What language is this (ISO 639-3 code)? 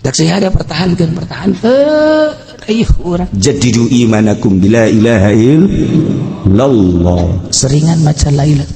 sun